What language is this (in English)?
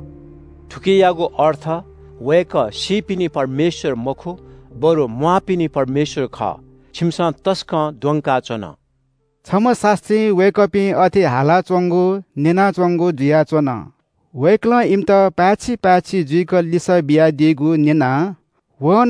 Newari